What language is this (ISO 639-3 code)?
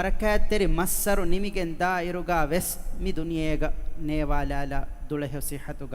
div